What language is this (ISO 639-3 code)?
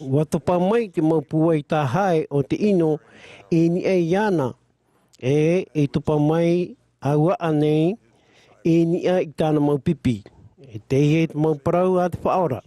tah